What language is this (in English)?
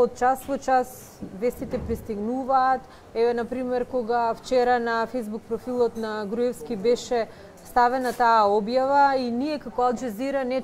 Macedonian